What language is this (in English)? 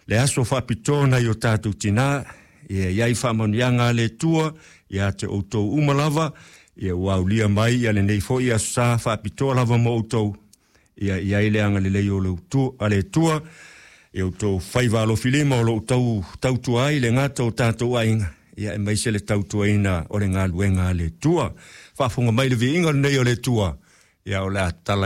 Samoan